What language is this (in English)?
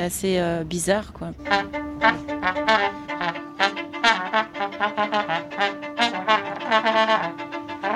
French